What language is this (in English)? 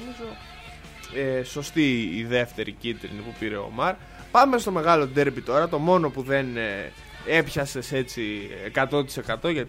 Greek